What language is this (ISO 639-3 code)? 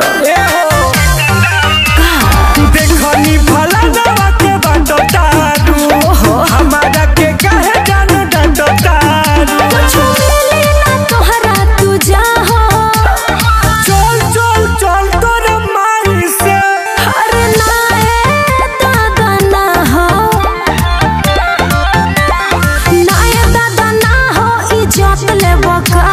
bho